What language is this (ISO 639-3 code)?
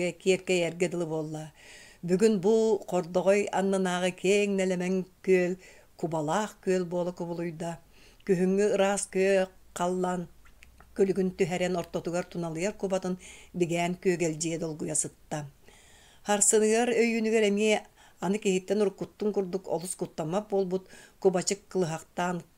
sah